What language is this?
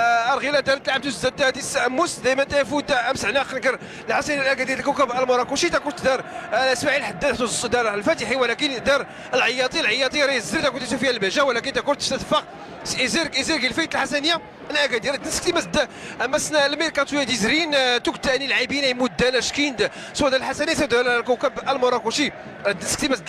Moroccan Arabic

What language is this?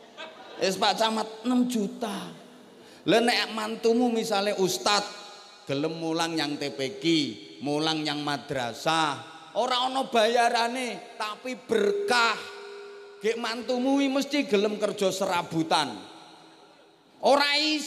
Javanese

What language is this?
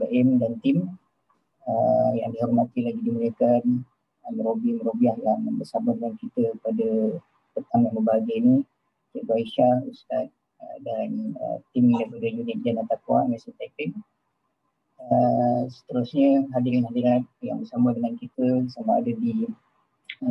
Malay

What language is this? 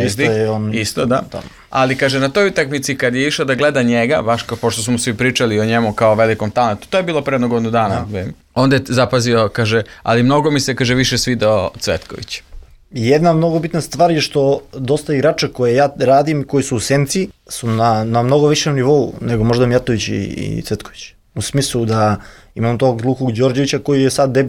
Serbian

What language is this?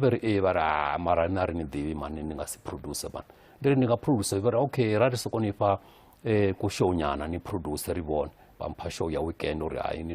Venda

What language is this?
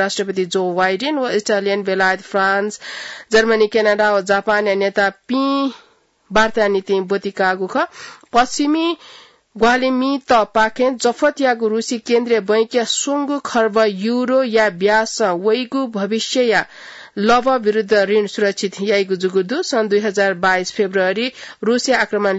Newari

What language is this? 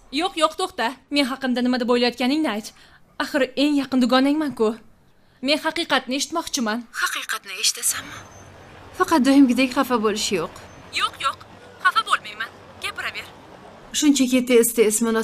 Uzbek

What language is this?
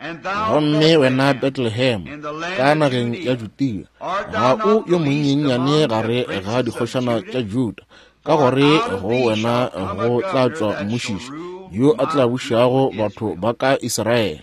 Northern Sotho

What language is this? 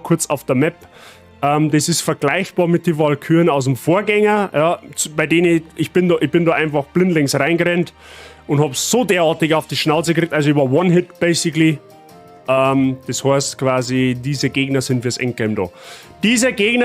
Bavarian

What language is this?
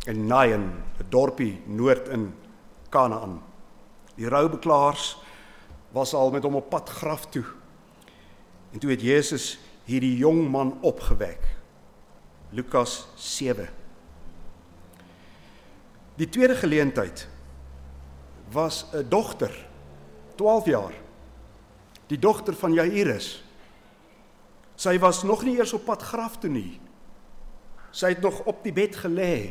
Afrikaans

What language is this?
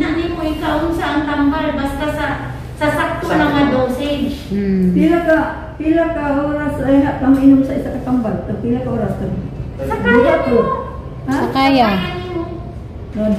Cebuano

